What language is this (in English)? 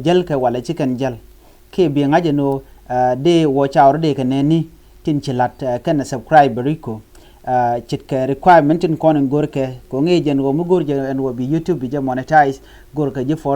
Nuer